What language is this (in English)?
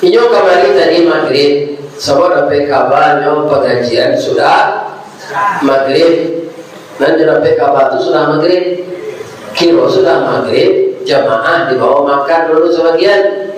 Minangkabau